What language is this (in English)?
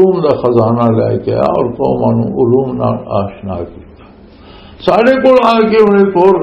Western Panjabi